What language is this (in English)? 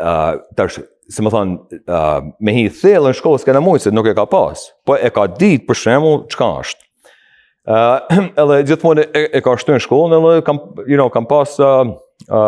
Albanian